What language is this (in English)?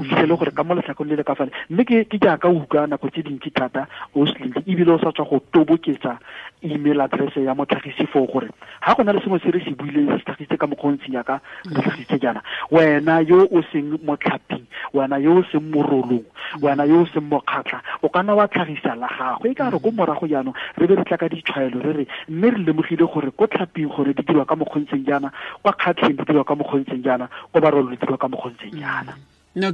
Tswana